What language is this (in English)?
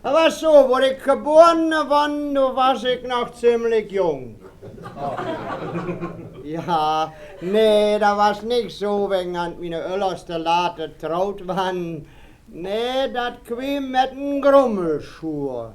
Westphalien